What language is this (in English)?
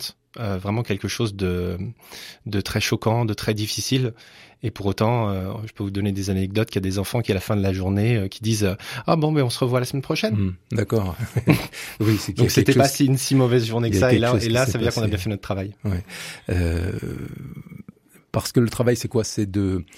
French